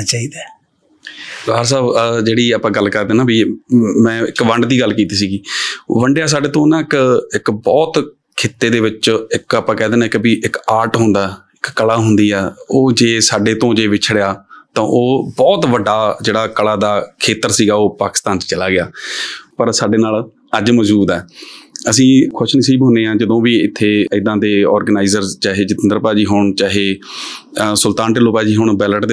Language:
Punjabi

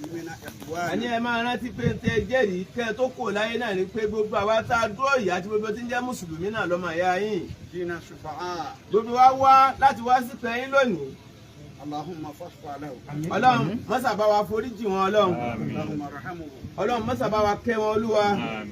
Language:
Yoruba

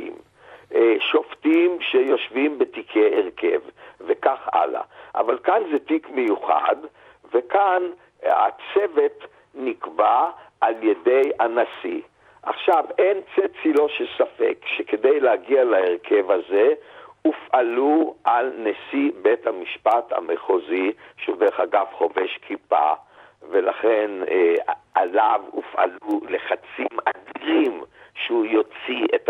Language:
Hebrew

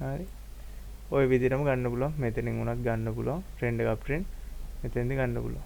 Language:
Sinhala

